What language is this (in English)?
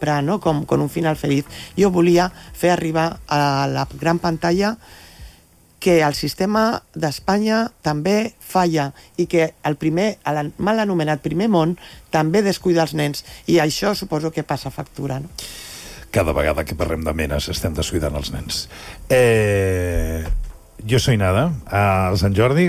Catalan